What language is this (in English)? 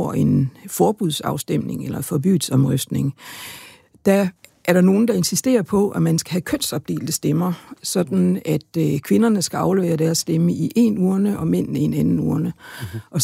Danish